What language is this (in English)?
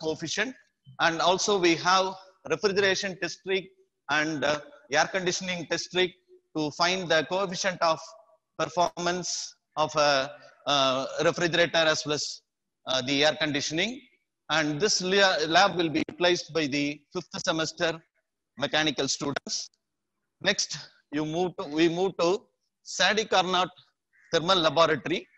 English